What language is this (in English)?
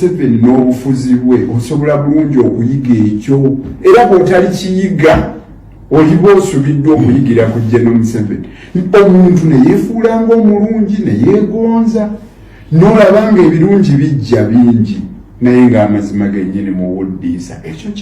Ganda